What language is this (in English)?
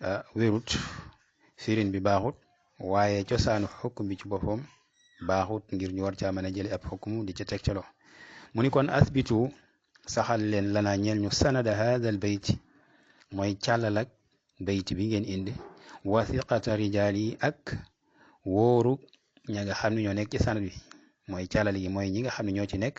Wolof